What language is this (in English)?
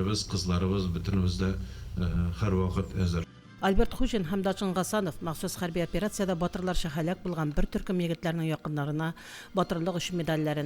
Tatar